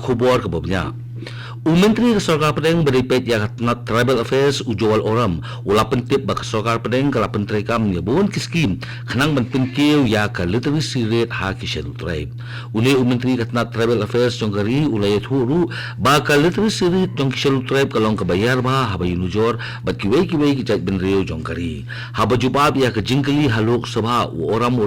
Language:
Khasi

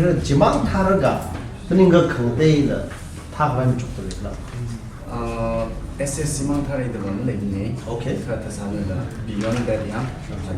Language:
Tangkhul Naga (India)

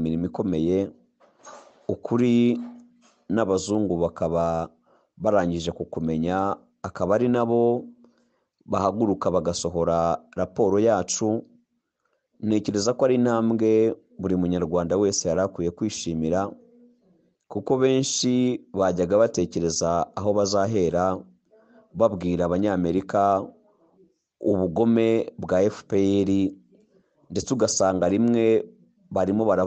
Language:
Kinyarwanda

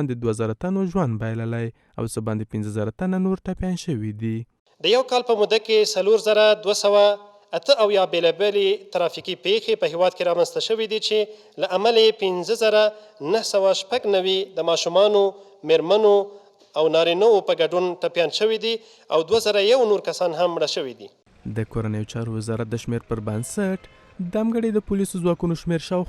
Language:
Pashto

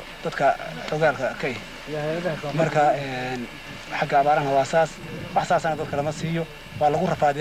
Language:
Somali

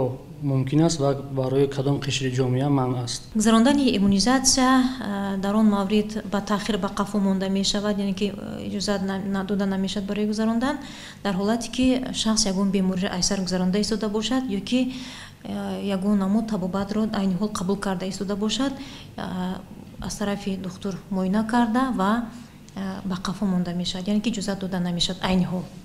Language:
Tajik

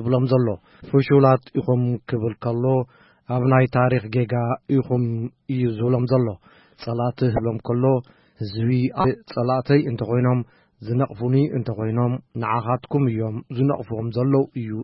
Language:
Tigrinya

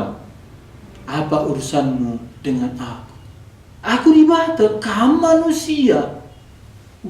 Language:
Batak Karo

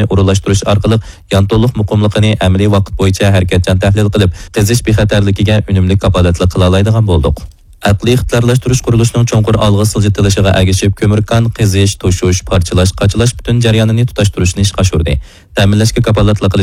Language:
Uyghur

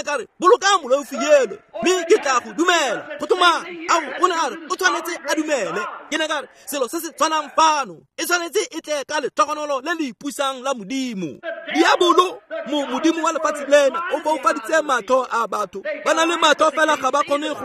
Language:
Tswana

